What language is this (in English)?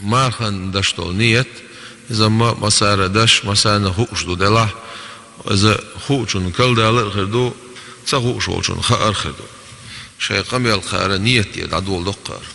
Chechen